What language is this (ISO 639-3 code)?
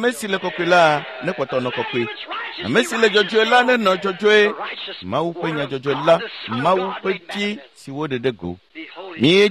ewe